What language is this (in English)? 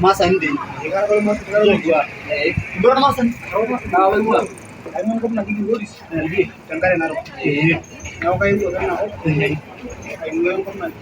Masai